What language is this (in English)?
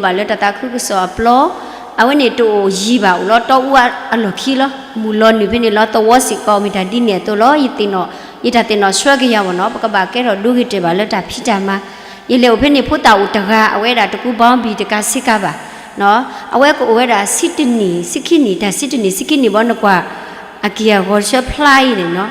S'gaw Karen